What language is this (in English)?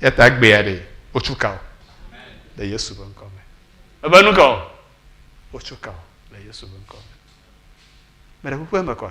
Ewe